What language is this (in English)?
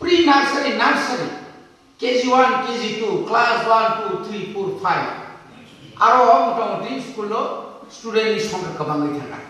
Kok Borok